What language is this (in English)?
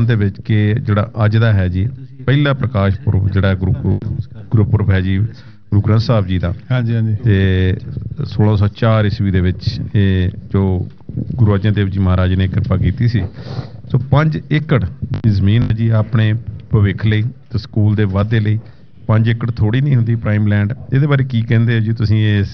Punjabi